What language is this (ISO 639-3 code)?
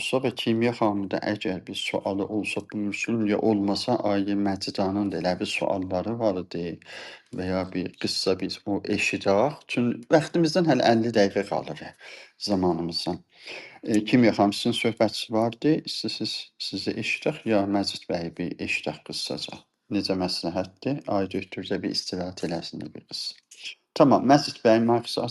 azb